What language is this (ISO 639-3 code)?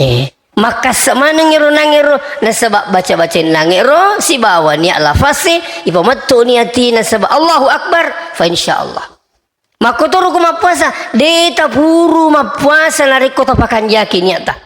bug